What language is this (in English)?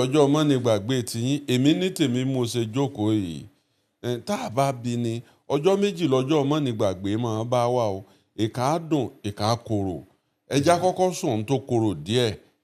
Yoruba